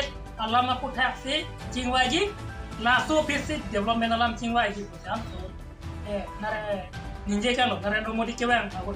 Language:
Karbi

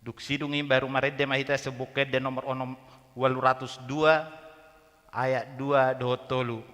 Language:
Batak Toba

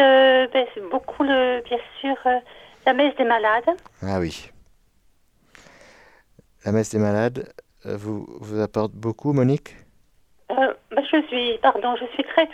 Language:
French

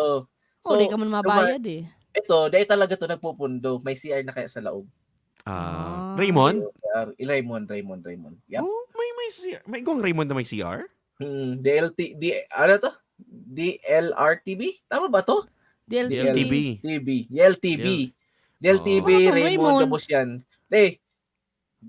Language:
Bikol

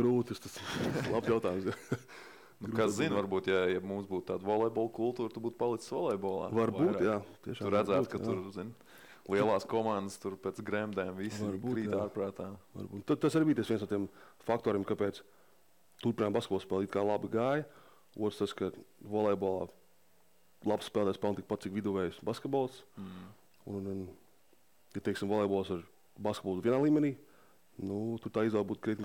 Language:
Latvian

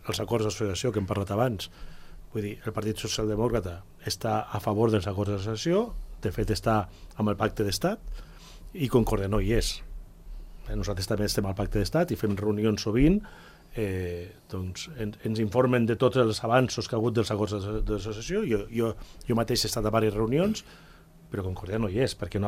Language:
Catalan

